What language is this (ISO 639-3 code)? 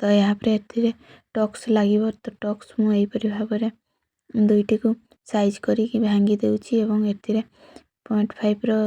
ori